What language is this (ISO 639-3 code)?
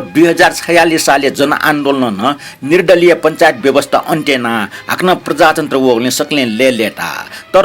new